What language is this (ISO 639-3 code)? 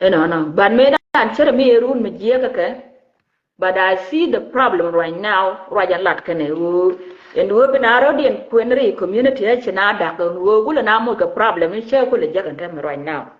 nus